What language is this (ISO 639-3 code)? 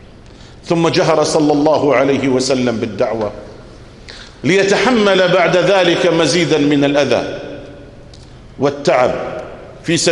ara